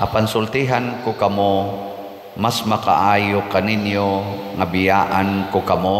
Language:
Cebuano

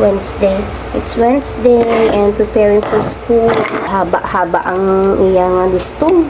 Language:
Hiligaynon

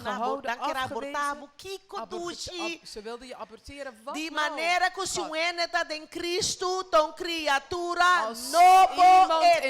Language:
Papiamento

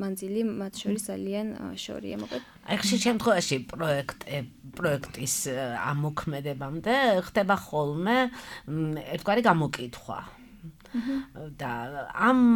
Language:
Georgian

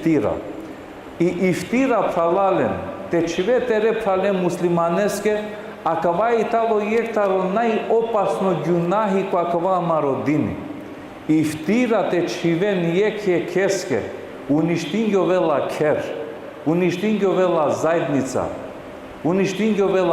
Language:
Balkan Romani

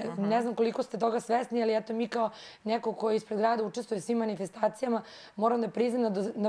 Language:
Serbian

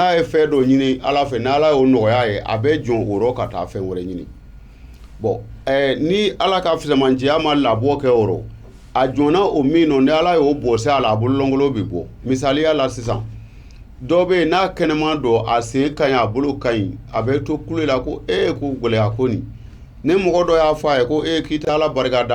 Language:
Bambara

